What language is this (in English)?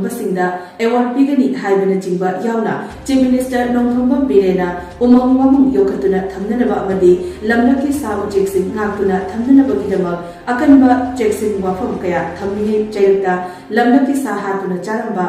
Manipuri